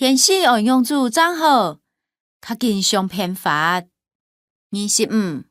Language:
Hakka Chinese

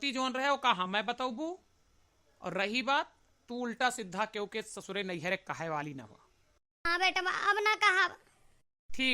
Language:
Awadhi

